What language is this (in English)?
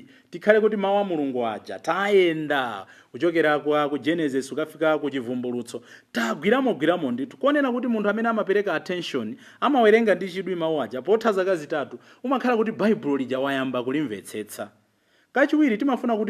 Nyanja